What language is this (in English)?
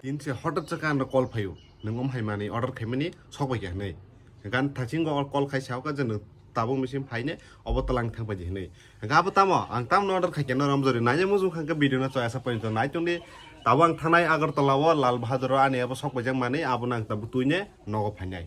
Kok Borok